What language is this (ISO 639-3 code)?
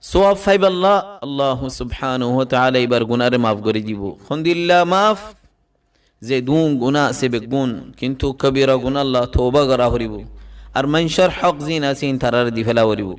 rhg